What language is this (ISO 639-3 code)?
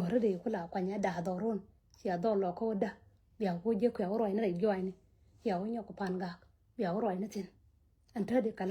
nus